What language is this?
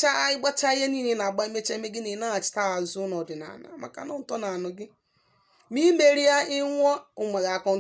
Igbo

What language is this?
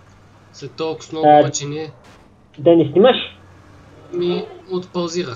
Bulgarian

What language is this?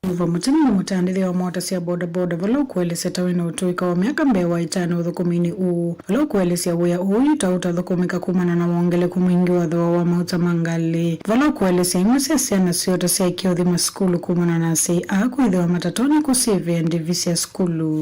Kamba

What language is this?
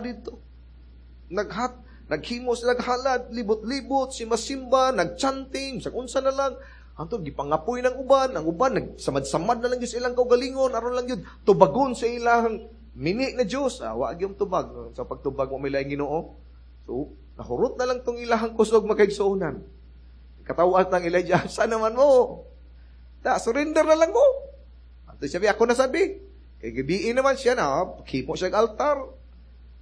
Cebuano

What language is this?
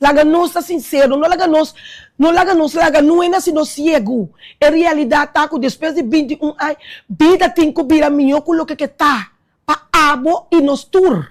Papiamento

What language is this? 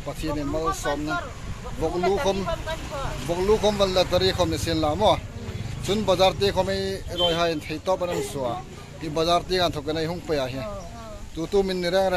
Hmar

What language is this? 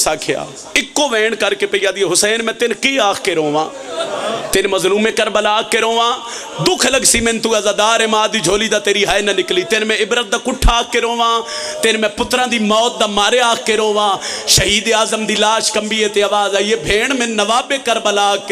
Pahari-Potwari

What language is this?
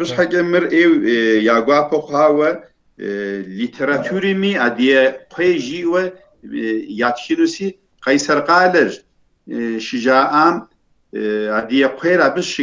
Kabardian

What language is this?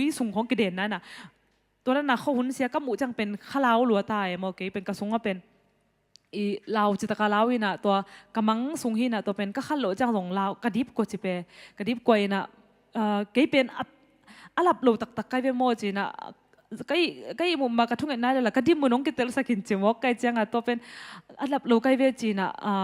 Tedim Chin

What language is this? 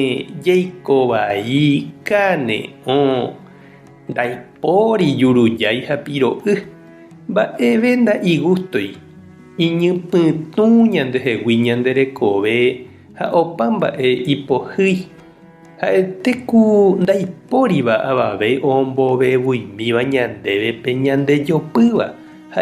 Guarani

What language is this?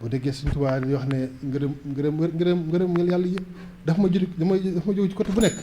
Wolof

